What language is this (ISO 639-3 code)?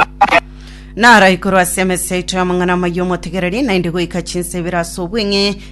guz